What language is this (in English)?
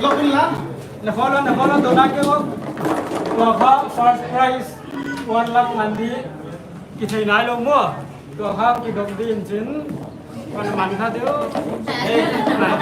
Paite Chin